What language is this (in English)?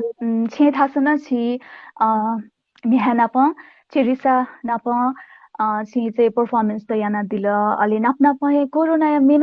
Newari